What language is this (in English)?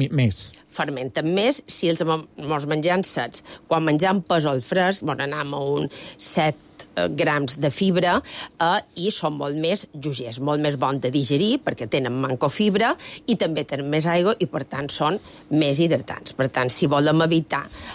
Catalan